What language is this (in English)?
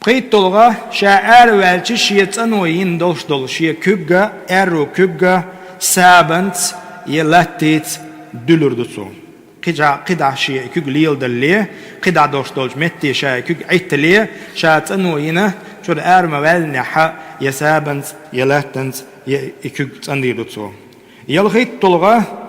Chechen